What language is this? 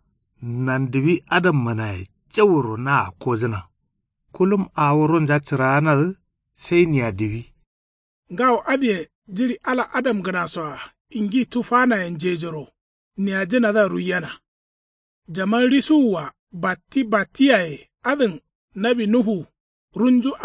Kanuri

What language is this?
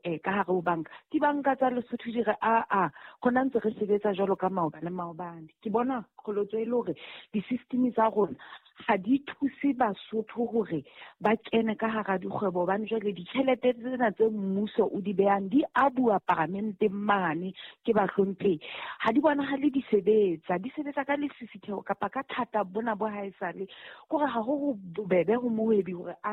Southern Sotho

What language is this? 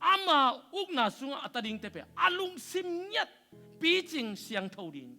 Tedim Chin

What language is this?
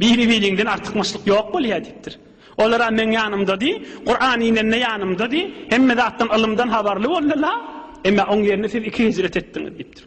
Turkmen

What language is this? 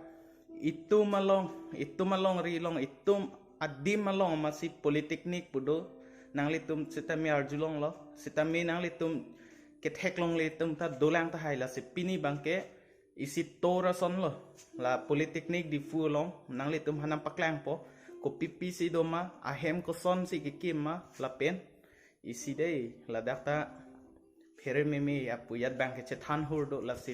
Karbi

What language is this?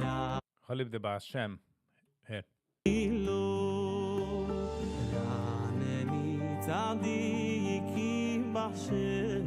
Yiddish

